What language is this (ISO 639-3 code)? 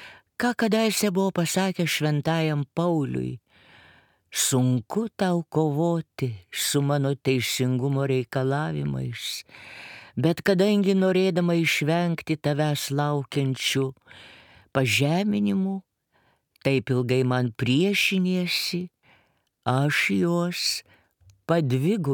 lit